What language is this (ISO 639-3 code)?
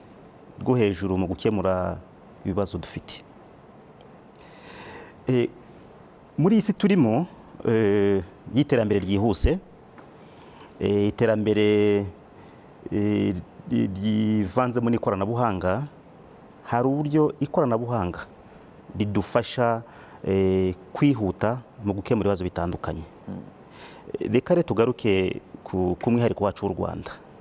kin